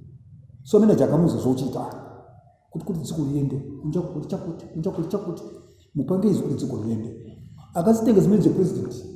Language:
Nyanja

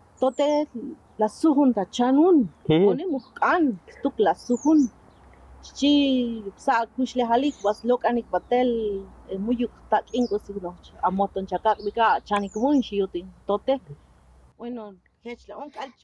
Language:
Tzotzil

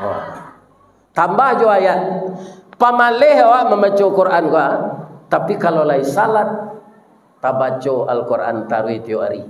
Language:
Minangkabau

